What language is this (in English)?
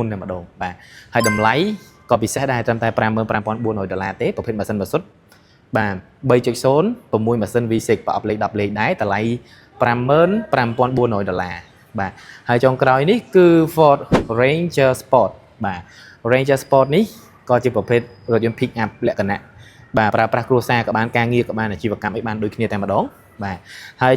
Khmer